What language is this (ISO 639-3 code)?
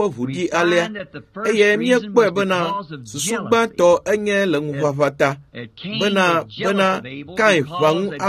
ewe